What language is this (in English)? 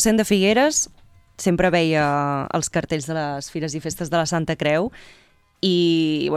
Catalan